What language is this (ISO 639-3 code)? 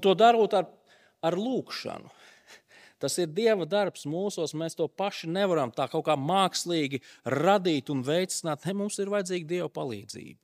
lav